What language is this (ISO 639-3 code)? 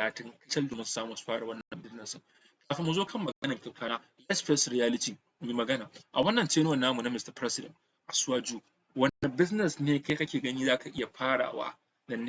hau